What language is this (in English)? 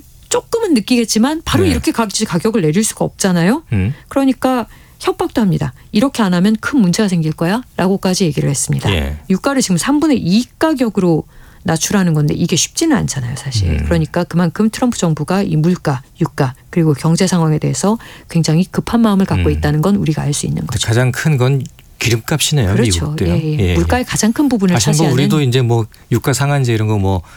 Korean